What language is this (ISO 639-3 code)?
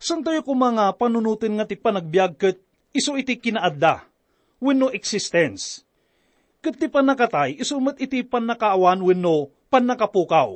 ilo